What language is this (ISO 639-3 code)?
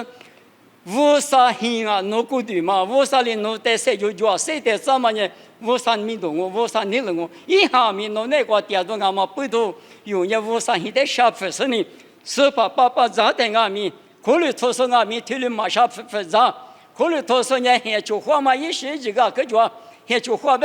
lis